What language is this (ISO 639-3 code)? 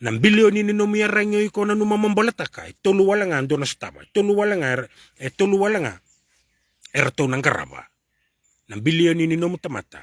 fij